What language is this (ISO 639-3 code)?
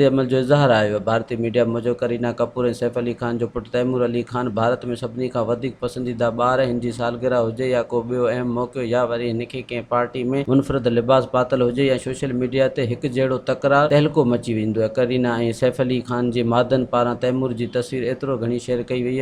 snd